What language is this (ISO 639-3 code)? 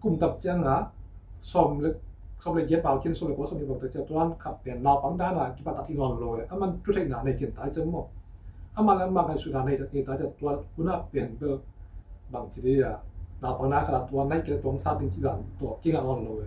ctd